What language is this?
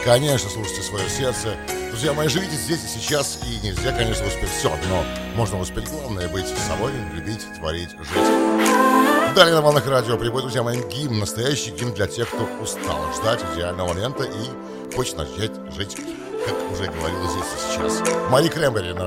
Russian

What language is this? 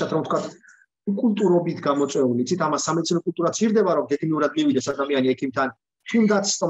Georgian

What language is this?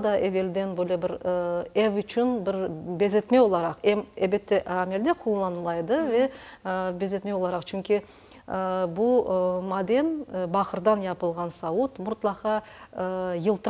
Crimean Tatar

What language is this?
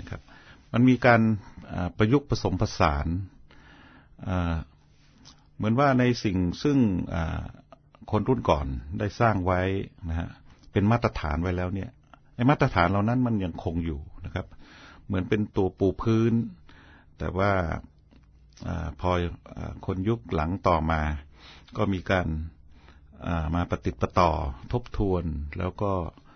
Thai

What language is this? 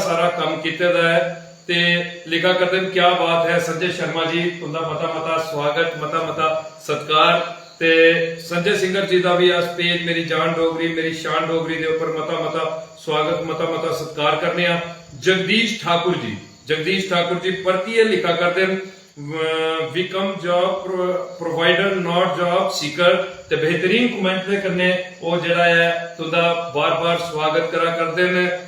Dogri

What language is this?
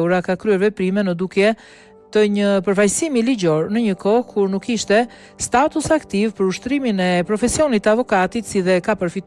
Albanian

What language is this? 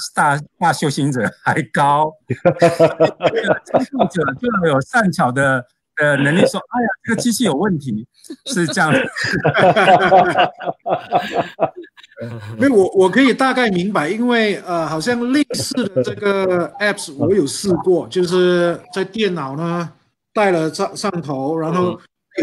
Chinese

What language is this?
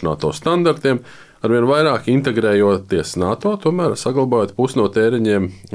Latvian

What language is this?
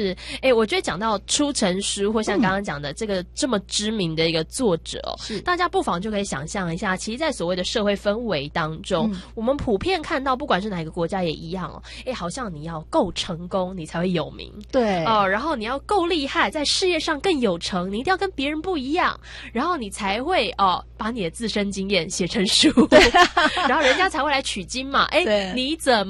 Chinese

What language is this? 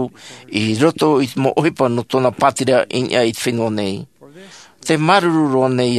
Tahitian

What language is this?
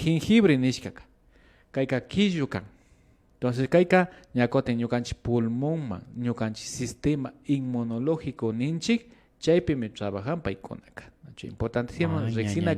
Imbabura Highland Quichua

